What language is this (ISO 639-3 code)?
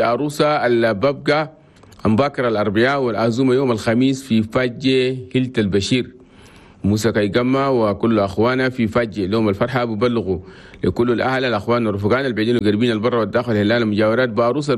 shu